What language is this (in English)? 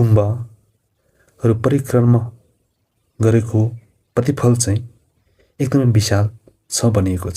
Nepali